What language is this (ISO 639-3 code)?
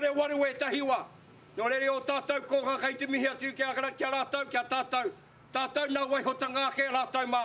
mri